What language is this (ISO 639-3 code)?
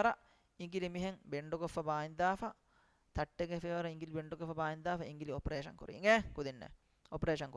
div